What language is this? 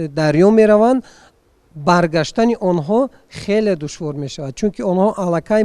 Tajik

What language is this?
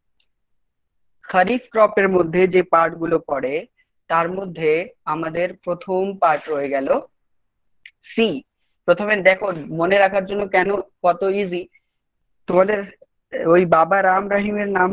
Bangla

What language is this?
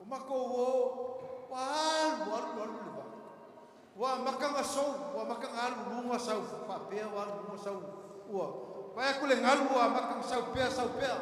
Samoan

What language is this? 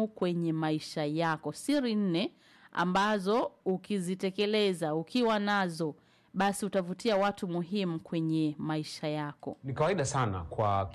Swahili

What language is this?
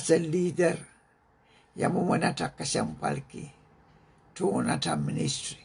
Pohnpeian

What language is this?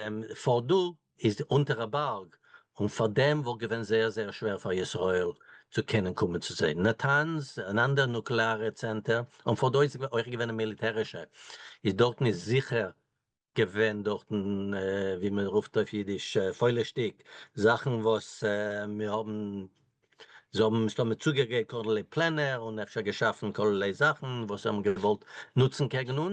Yiddish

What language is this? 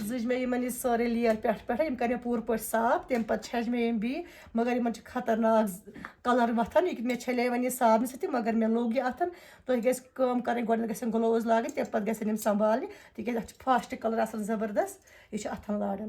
Kashmiri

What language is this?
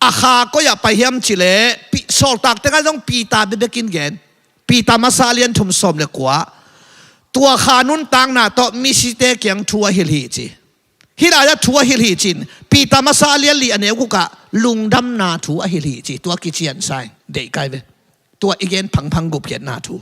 Tedim Chin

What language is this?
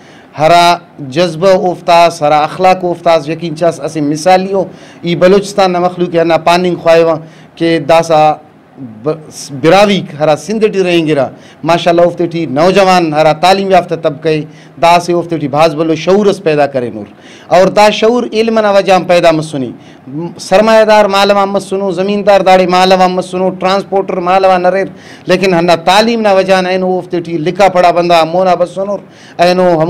Brahui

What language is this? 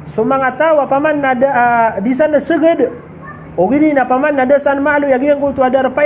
Maranao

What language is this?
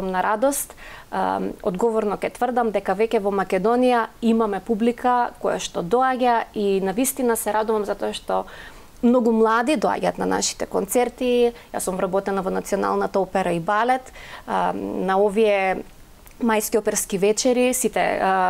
Macedonian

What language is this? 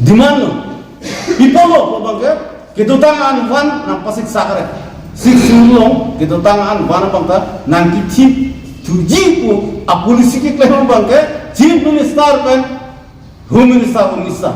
Karbi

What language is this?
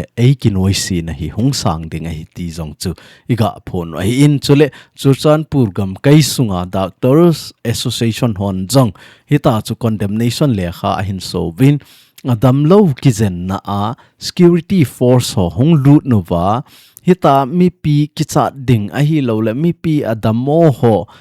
Thado Chin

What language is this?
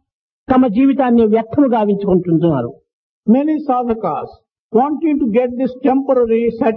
Telugu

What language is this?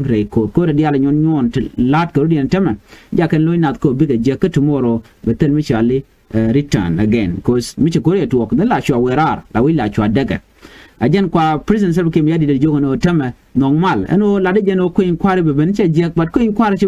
Nuer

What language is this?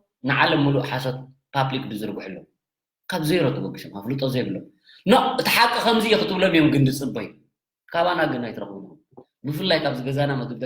Tigrinya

